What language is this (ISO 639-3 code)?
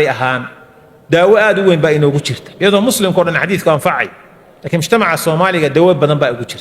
som